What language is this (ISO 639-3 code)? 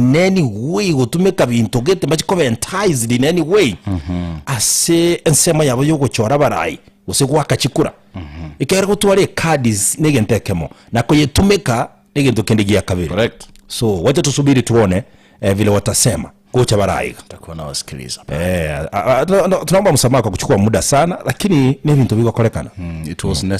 guz